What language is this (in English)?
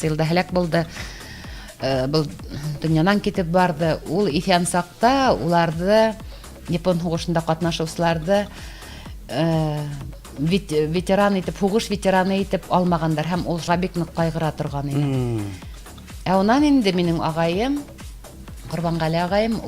Bashkir